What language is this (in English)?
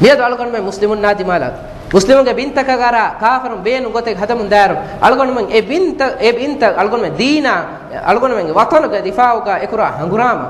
Divehi